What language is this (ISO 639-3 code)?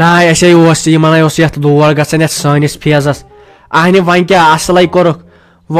kas